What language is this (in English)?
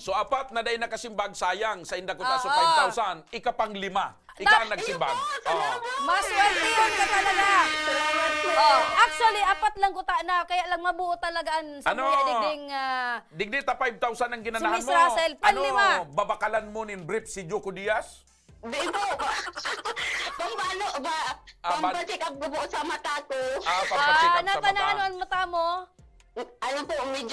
Bikol